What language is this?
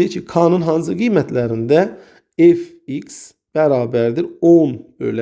Azerbaijani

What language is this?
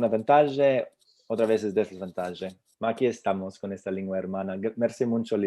Ladino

